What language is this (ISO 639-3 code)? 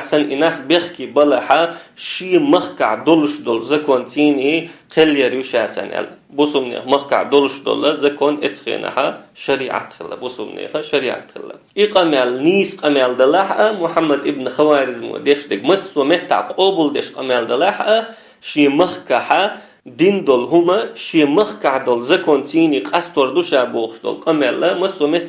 che